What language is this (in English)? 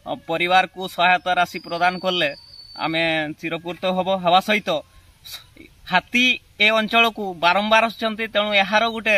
Odia